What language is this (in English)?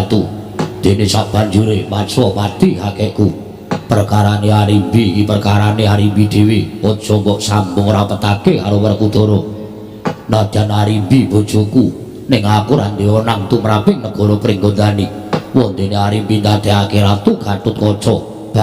Javanese